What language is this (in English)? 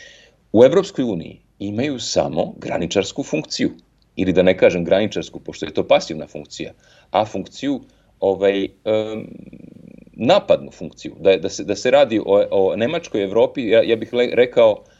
Serbian